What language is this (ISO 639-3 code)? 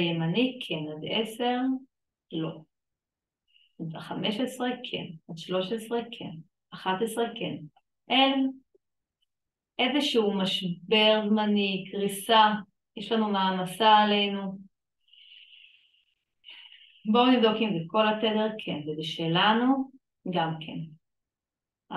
heb